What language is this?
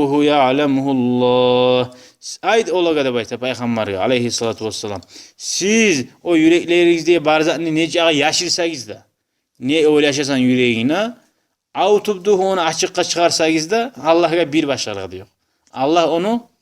Kumyk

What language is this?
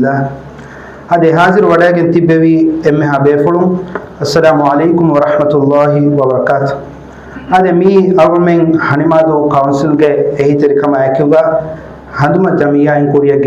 Divehi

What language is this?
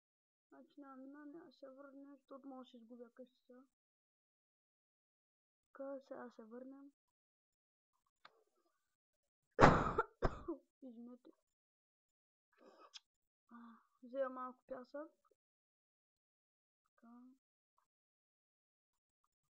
Bulgarian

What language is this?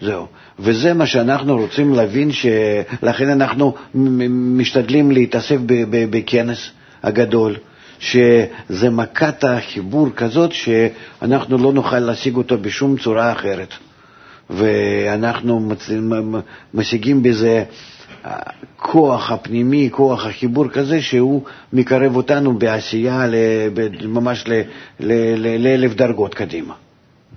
Hebrew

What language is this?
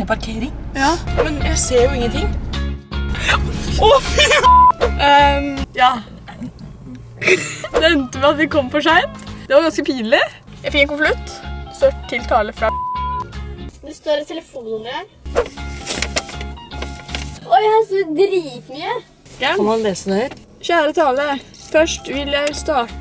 Norwegian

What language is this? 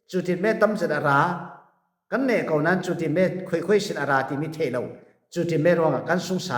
Falam Chin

